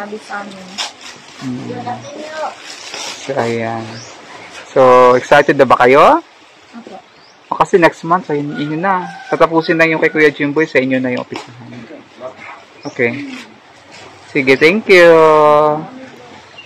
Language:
Filipino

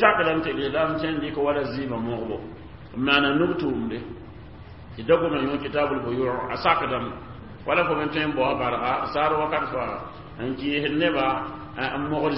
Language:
Mossi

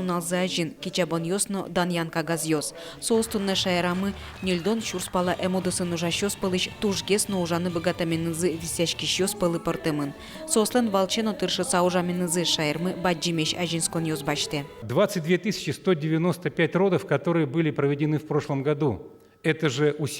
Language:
Udmurt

